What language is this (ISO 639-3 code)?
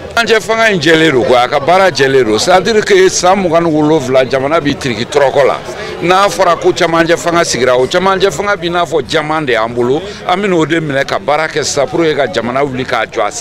bam